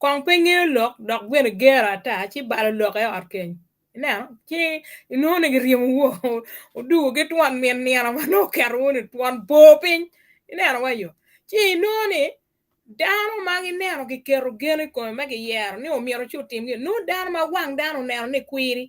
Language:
Acoli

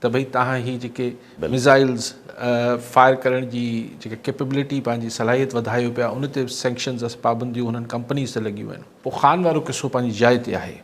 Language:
Sindhi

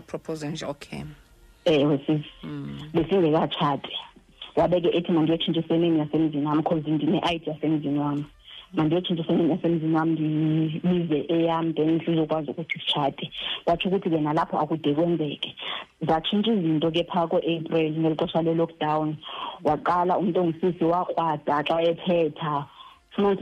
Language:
Xhosa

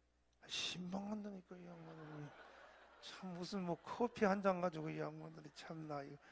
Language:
Korean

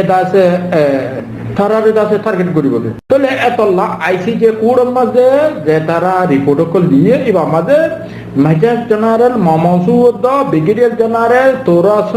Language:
Rohingya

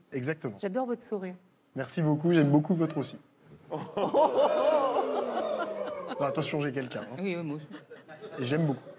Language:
French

